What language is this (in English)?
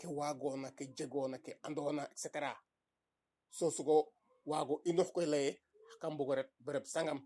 Serer